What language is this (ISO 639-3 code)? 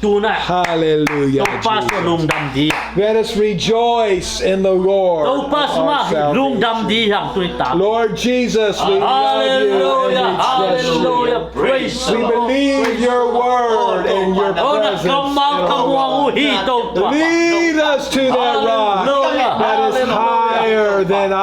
ctd